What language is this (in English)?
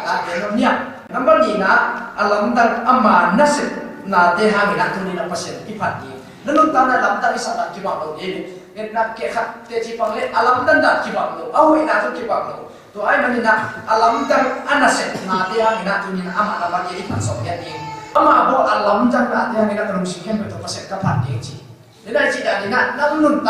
Tedim Chin